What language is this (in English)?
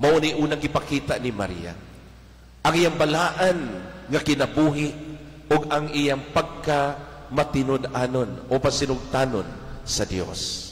Cebuano